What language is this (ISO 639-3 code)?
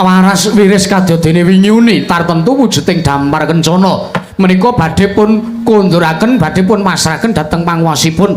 jav